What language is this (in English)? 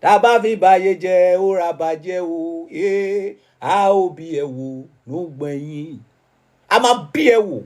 Yoruba